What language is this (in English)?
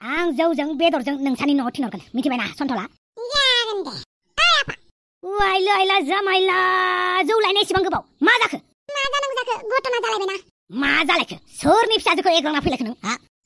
Bodo